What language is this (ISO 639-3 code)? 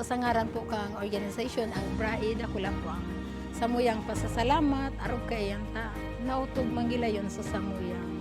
bik